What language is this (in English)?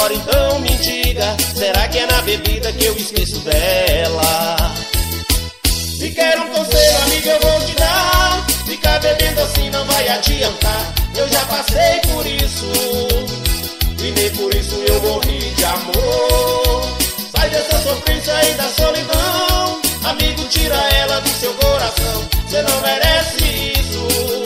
Portuguese